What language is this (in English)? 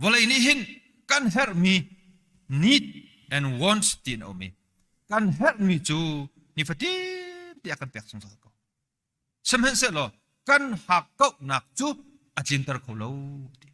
Hakha Chin